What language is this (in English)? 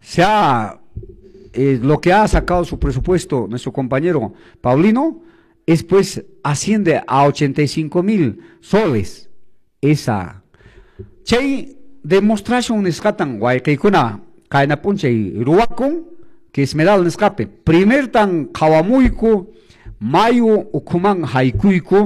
Quechua